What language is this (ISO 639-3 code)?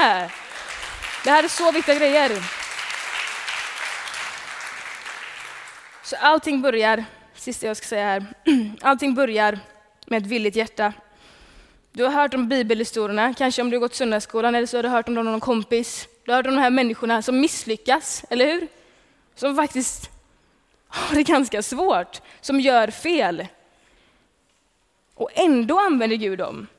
swe